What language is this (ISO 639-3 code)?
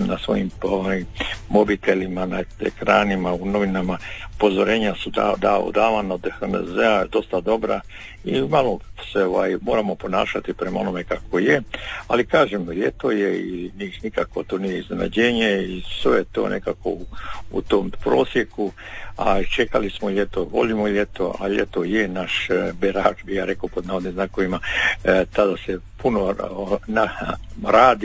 hrv